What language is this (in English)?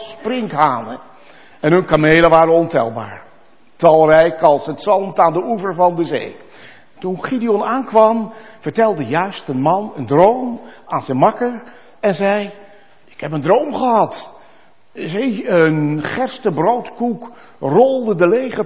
Dutch